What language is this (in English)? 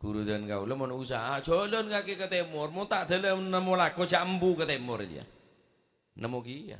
Madurese